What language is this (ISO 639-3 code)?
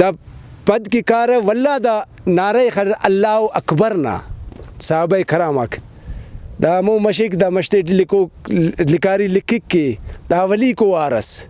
brh